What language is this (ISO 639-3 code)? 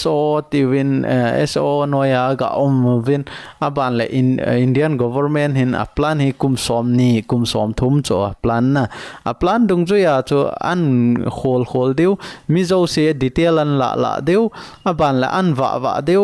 tcz